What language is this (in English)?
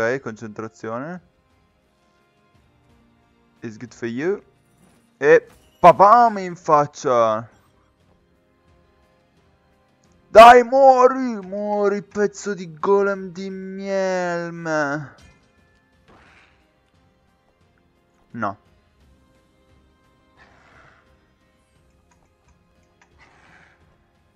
Italian